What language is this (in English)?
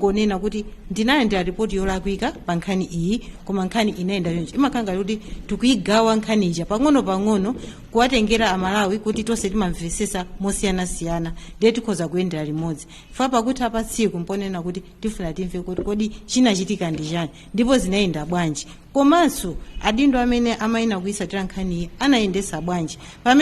Nyanja